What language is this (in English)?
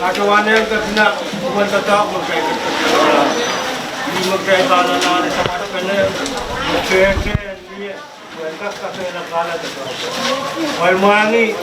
Pohnpeian